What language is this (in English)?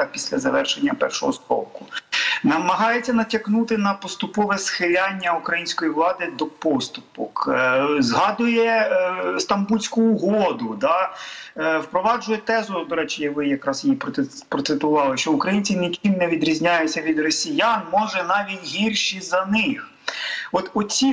Ukrainian